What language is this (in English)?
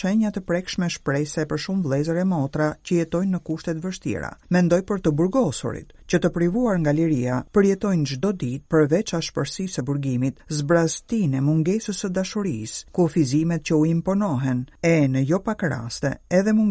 Albanian